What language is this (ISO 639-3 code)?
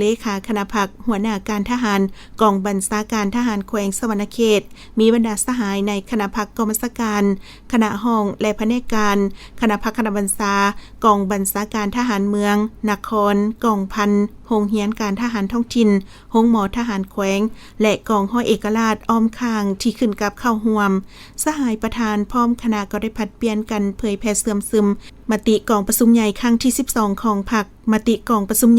lao